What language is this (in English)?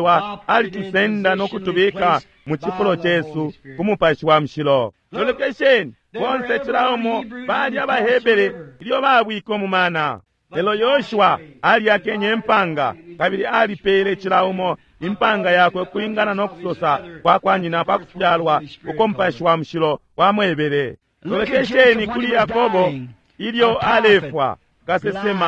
Bemba